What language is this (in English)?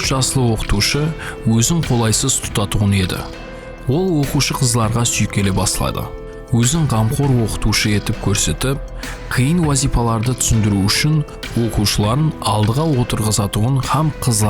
Kara-Kalpak